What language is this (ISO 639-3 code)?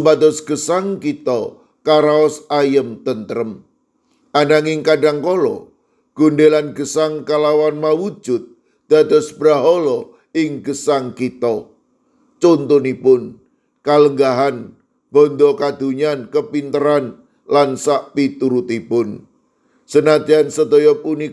jav